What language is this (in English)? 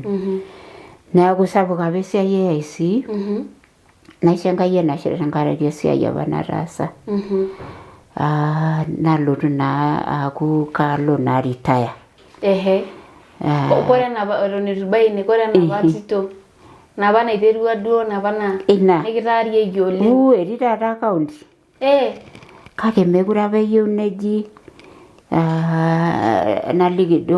Masai